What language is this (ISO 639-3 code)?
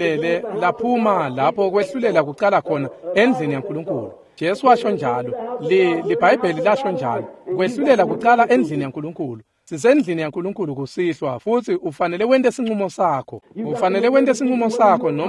ssw